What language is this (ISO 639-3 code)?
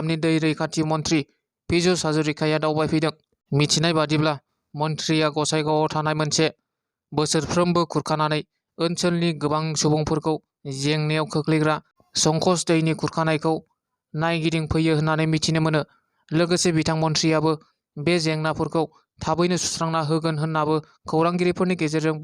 brx